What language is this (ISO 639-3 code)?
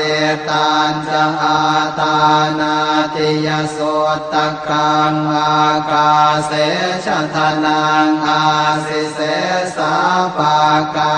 pli